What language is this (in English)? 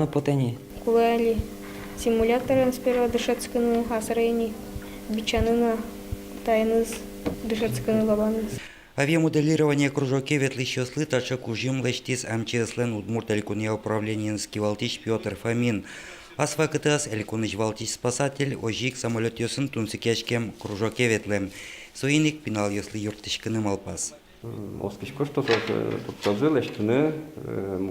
Udmurt